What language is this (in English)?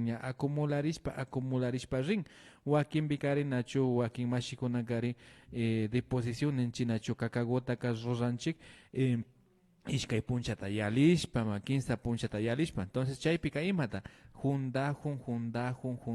Imbabura Highland Quichua